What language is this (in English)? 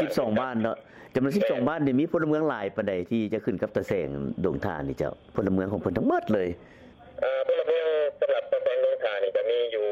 Lao